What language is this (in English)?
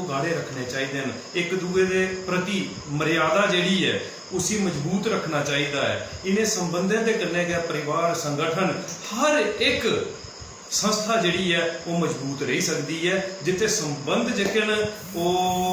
Dogri